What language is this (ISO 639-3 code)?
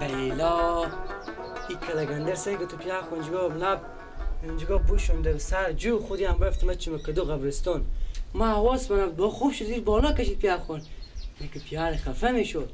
fas